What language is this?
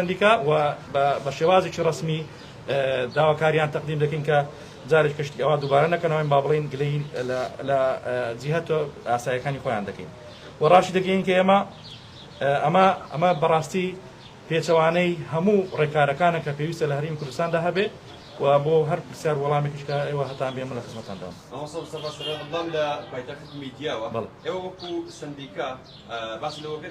Central Kurdish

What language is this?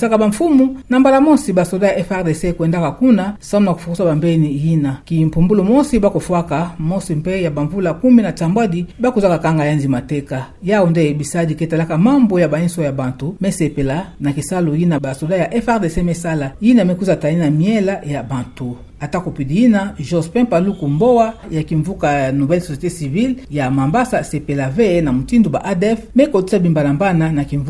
Kituba (Democratic Republic of Congo)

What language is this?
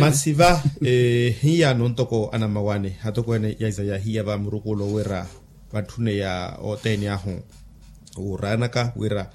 Makhuwa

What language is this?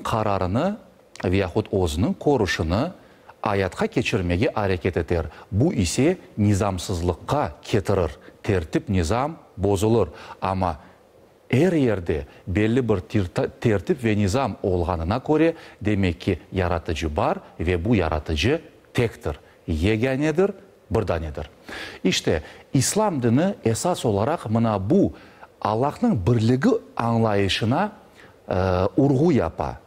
Crimean Tatar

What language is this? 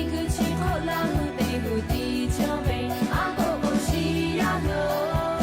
Lahu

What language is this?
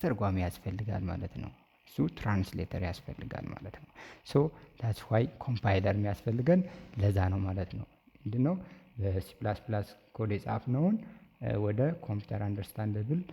Amharic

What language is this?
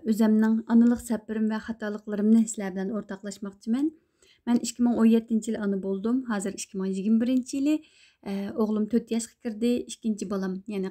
Uyghur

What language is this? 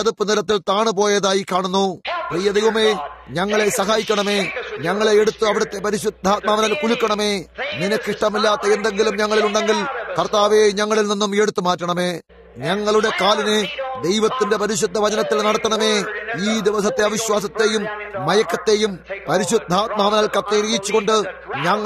Malayalam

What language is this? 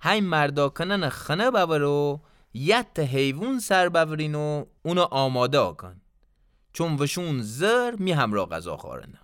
Gilaki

